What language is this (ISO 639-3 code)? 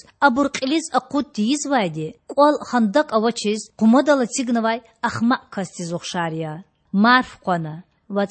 lez